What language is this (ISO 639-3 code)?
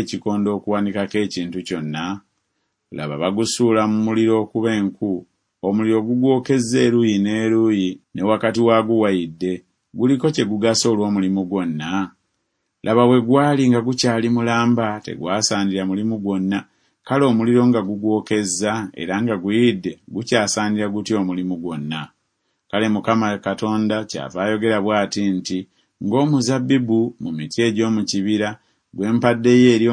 lug